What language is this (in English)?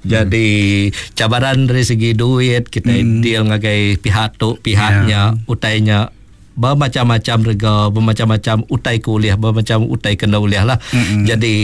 Iban